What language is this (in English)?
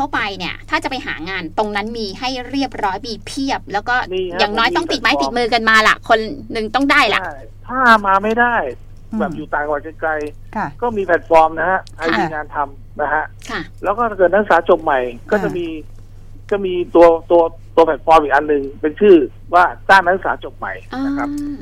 Thai